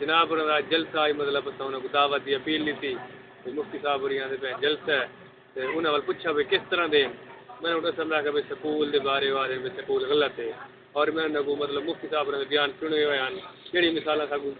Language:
Saraiki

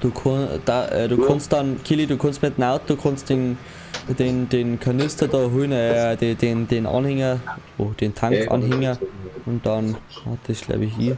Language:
Bavarian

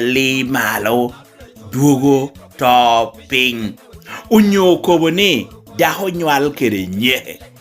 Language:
Lango (Uganda)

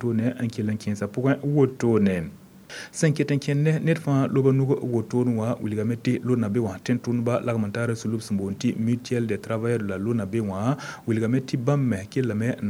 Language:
Mossi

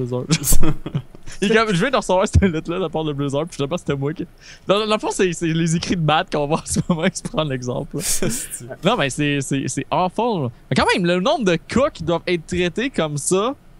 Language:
French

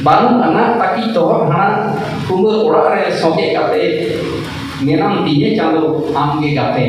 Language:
Santali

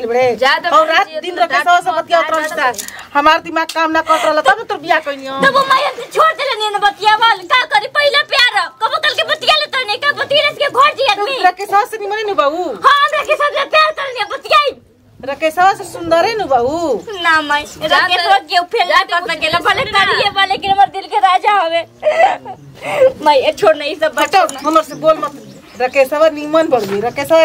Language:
Bhojpuri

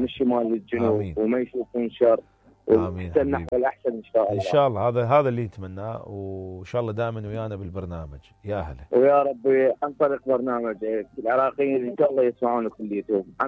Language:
Mesopotamian Arabic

